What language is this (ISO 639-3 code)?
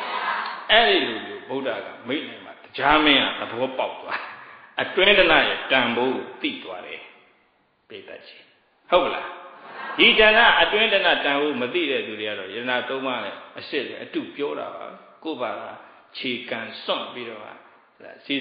mya